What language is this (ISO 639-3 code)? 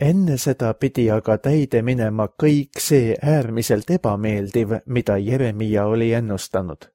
est